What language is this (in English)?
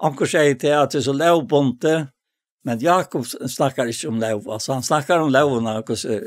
Faroese